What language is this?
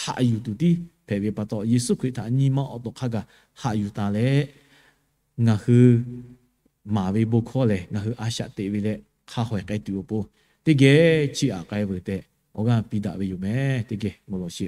Lahu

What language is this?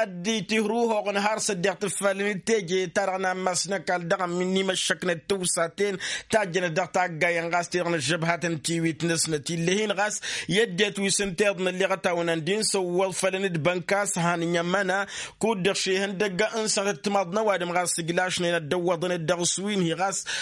Tamasheq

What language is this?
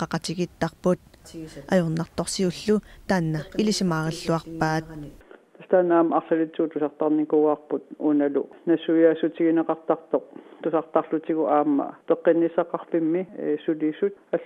Kalaallisut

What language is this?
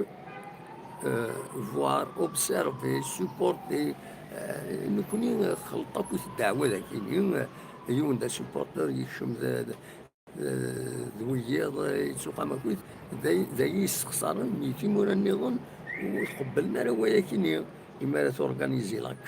Kabyle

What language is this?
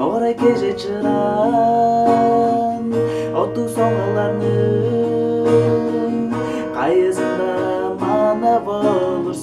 Tuvinian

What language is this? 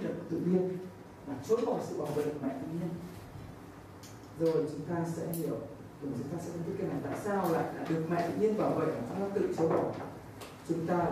Vietnamese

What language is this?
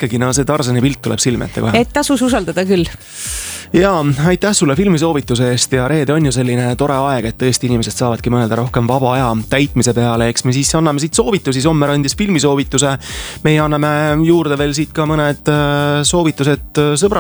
Estonian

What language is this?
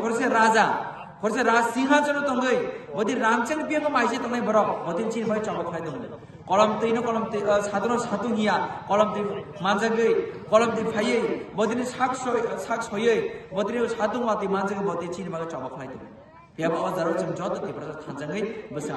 Kok Borok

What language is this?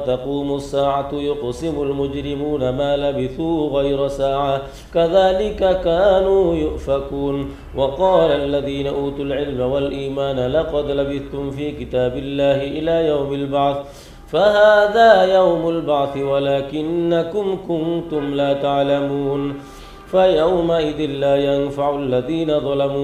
Arabic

